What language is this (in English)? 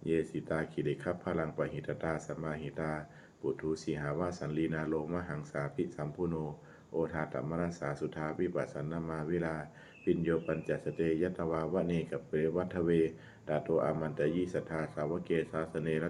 Pali